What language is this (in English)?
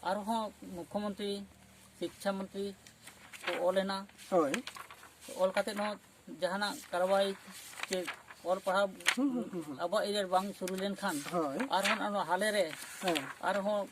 Santali